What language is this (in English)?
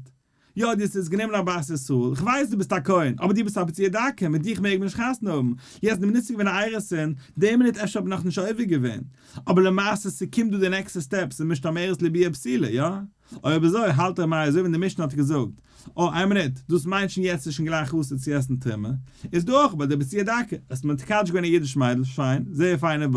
Yiddish